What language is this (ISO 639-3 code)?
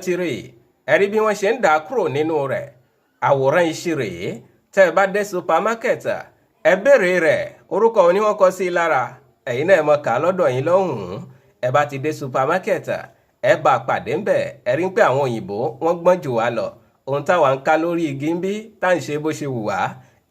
yor